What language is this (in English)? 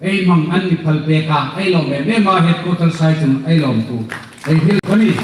Hmar